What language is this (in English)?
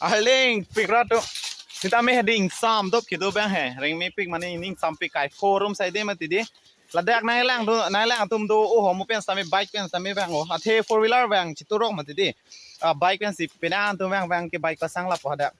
Karbi